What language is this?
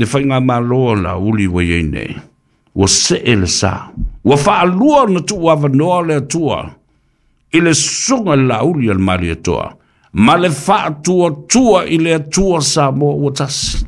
Samoan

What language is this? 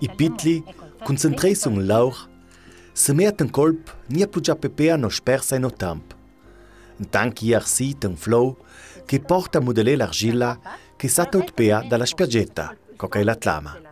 Ladin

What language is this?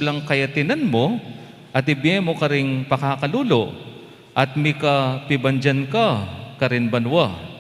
Pampanga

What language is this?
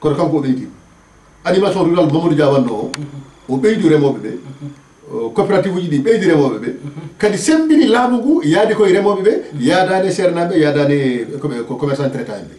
Fula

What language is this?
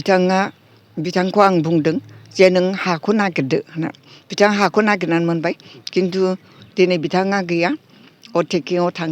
Bodo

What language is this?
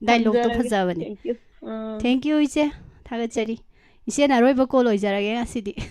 Manipuri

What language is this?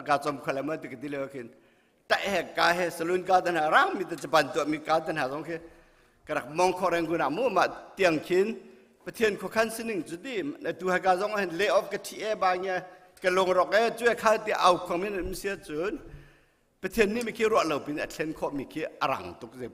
Hakha Chin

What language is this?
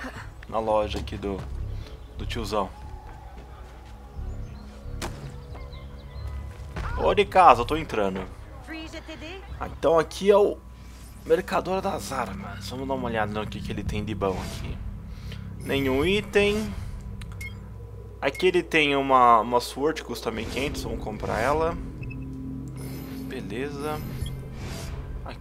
Portuguese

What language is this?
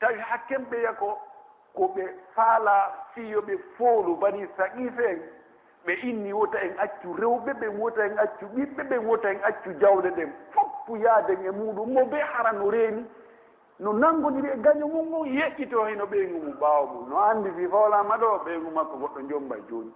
Pular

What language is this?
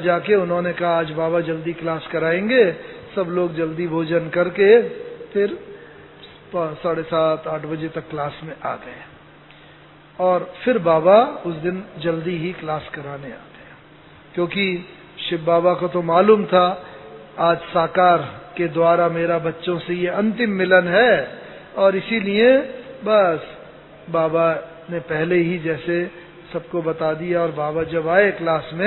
Hindi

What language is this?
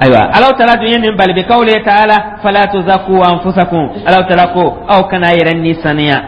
Dyula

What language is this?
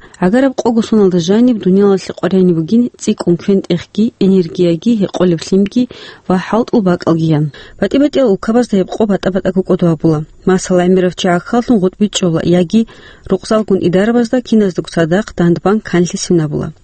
Avaric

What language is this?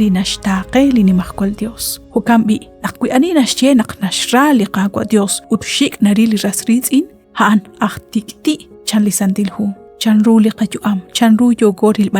Kekchí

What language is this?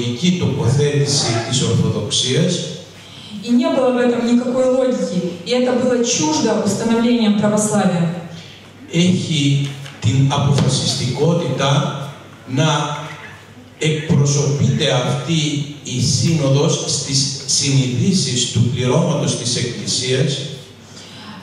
Greek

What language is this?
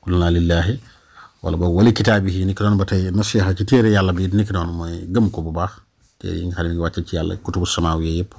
Wolof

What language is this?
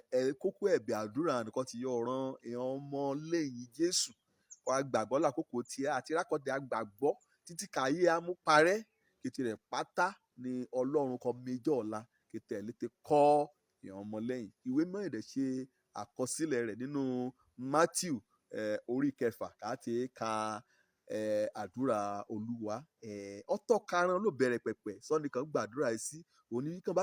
Yoruba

